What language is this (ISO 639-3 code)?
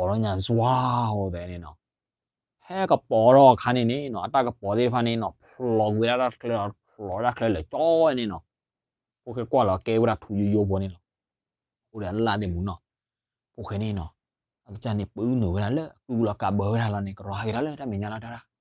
ksw